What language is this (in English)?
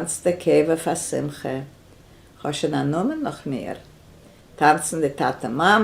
Yiddish